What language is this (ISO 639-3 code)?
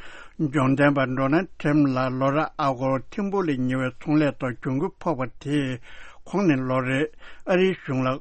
bod